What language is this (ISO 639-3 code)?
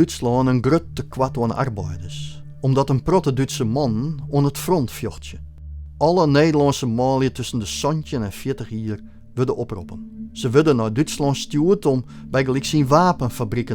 fry